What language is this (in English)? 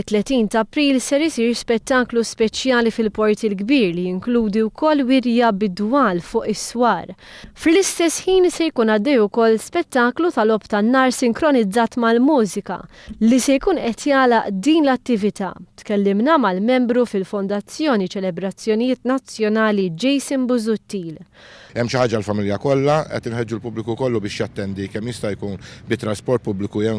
Maltese